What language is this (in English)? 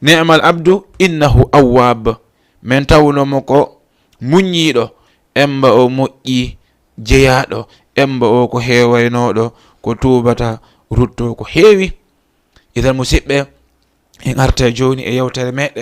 Fula